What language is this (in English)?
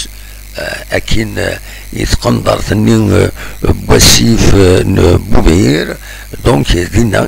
Kabyle